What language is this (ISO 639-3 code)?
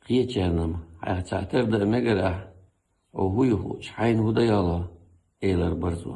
che